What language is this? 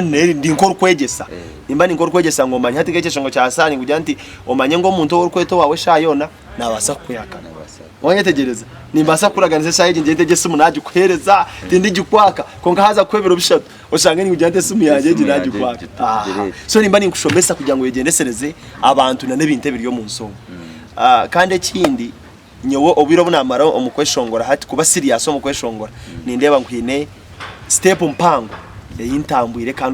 Nyankole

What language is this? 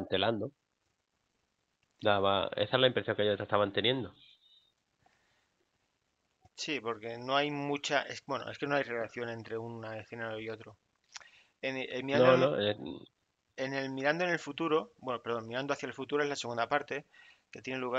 Spanish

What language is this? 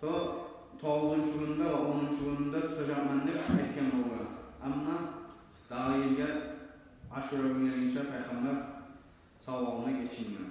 Kumyk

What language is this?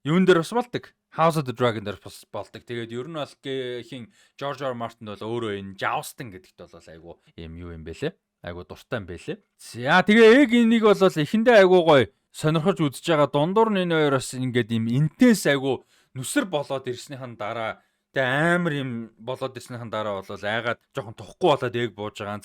Mongolian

